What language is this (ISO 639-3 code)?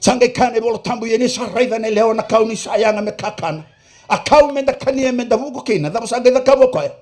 fij